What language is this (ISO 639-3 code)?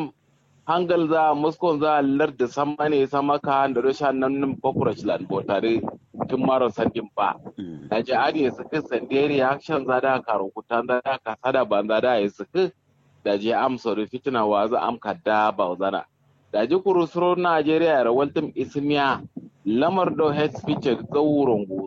kau